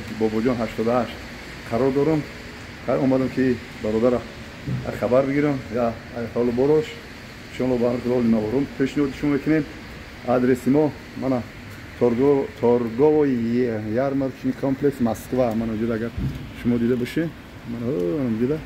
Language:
Tajik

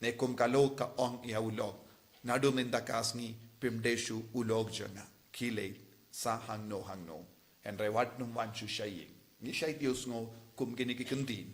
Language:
Khasi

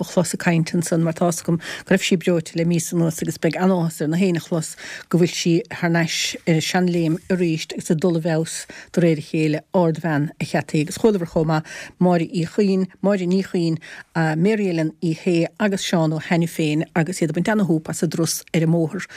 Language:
Irish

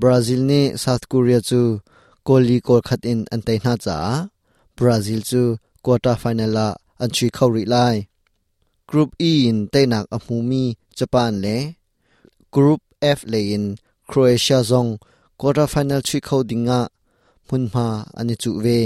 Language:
Hakha Chin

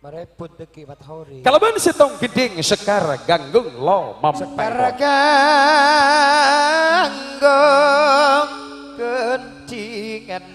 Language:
Madurese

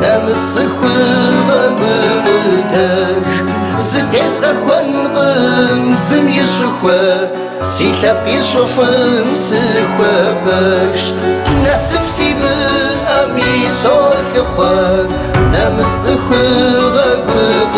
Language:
Kabardian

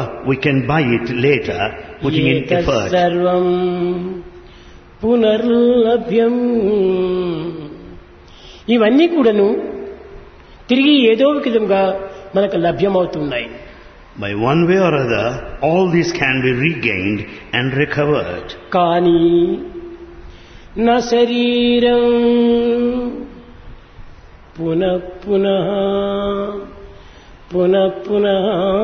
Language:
Telugu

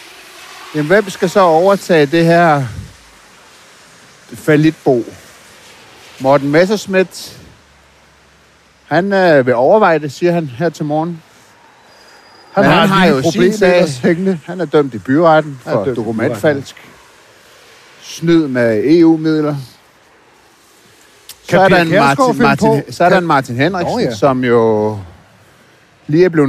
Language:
Danish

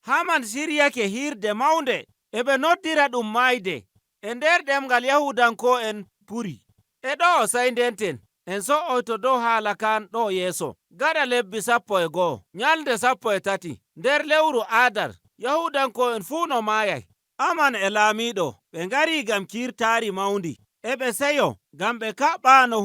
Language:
Nigerian Fulfulde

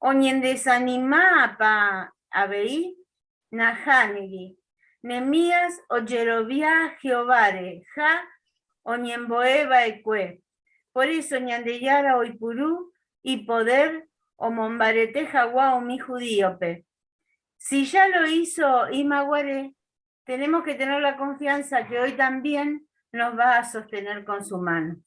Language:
Guarani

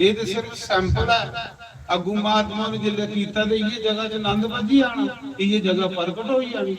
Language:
Dogri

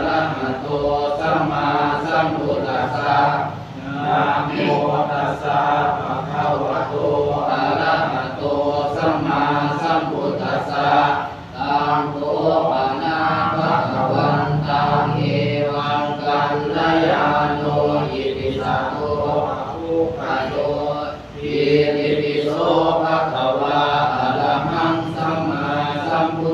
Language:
Pali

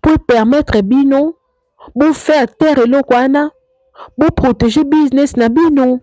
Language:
Lingala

